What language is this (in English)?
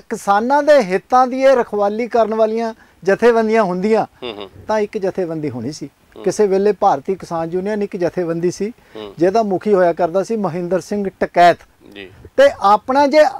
Punjabi